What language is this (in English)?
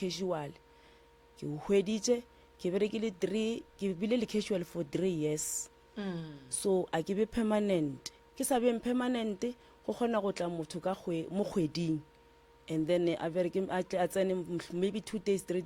Northern Sotho